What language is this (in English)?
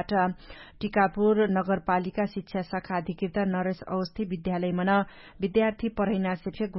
Dangaura Tharu